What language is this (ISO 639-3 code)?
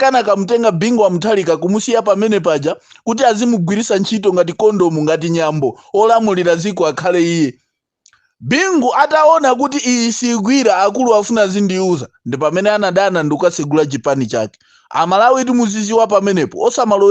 nya